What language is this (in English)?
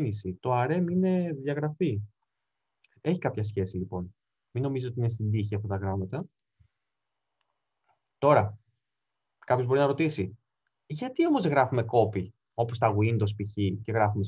Greek